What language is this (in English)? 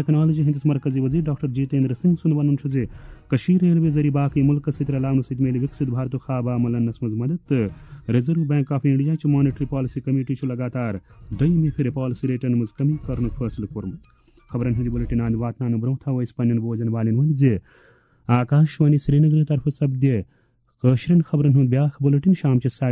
Kashmiri